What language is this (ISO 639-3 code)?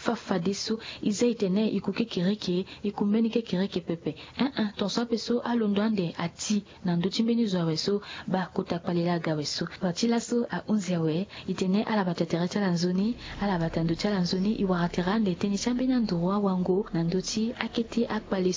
sag